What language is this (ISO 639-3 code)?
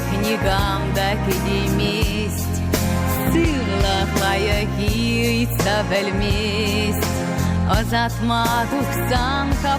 chv